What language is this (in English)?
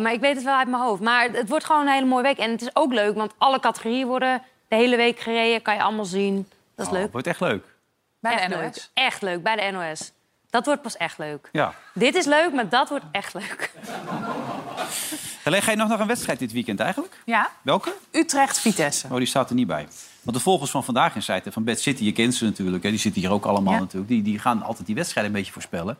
Dutch